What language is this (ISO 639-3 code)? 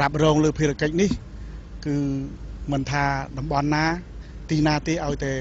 khm